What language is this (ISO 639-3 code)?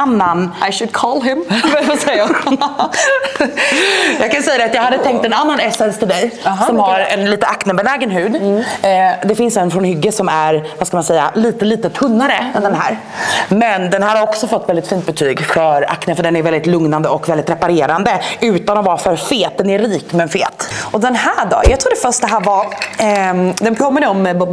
swe